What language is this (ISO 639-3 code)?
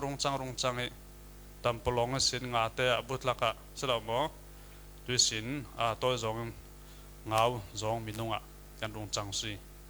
cfm